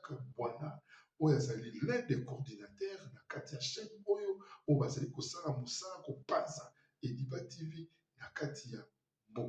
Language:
Lingala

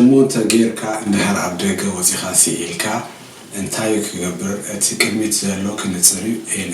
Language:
Tigrinya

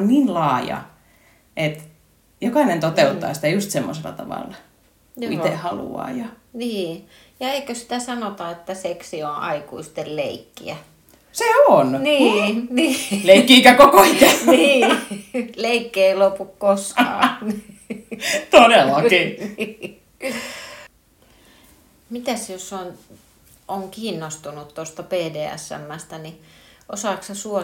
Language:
Finnish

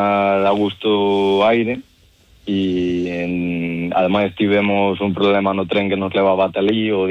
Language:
Galician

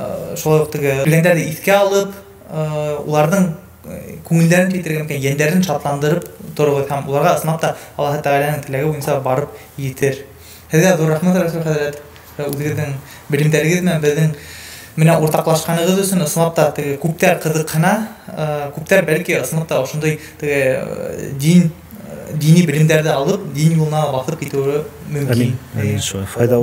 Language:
Bashkir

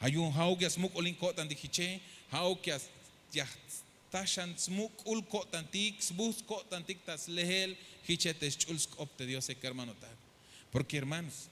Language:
Tzeltal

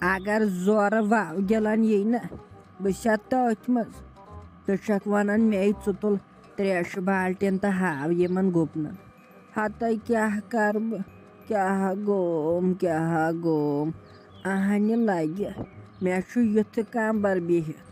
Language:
Kashmiri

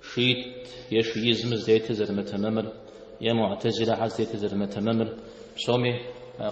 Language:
Kabardian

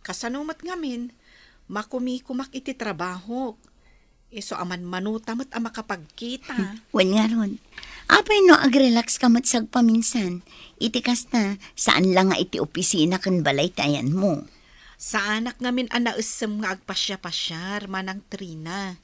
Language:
Iloko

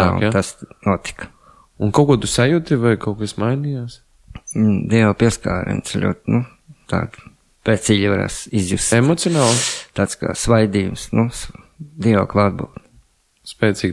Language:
Latvian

